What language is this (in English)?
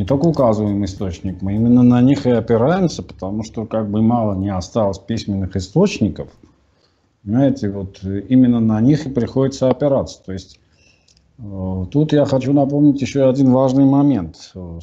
Russian